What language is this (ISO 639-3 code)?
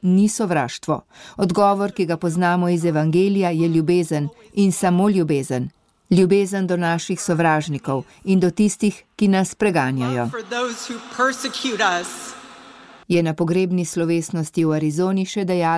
slv